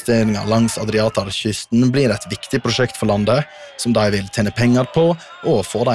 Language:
Norwegian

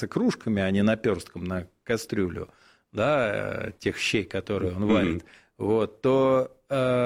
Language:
Russian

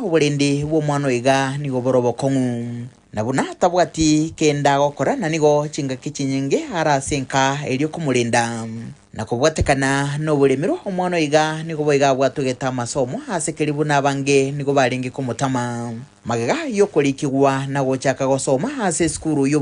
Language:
Gusii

